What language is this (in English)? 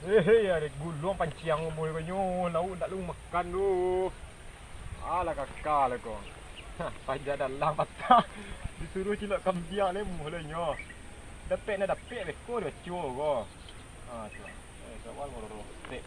Minangkabau